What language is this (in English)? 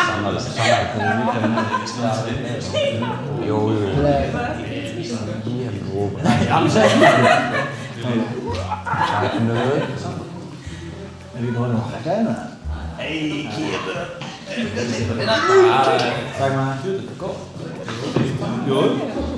Icelandic